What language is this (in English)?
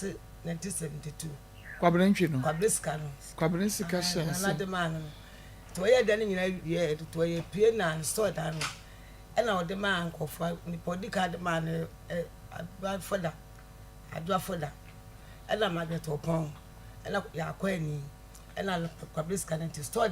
Akan